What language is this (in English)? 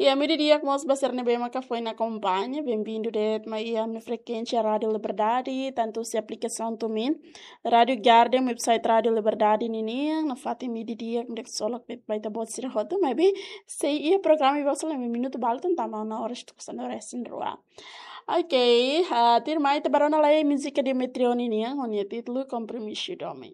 Tetum